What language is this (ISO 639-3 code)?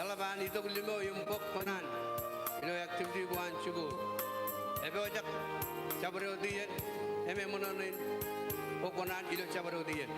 mah